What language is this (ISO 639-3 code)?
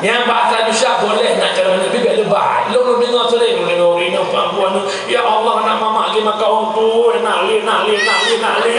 ace